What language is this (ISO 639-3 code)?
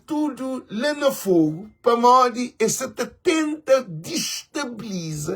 kea